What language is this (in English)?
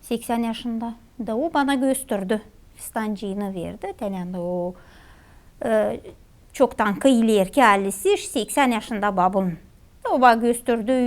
Gagauz